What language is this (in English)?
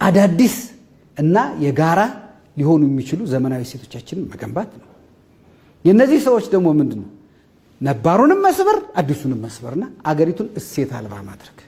Amharic